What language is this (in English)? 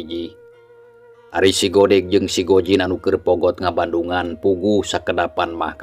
Sundanese